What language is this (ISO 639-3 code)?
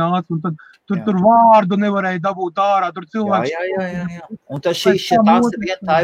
lav